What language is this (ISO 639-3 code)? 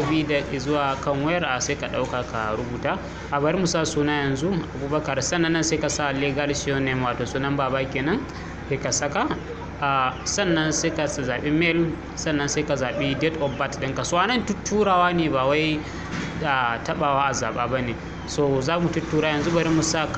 hau